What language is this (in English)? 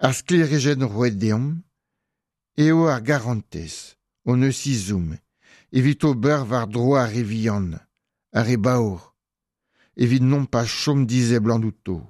Breton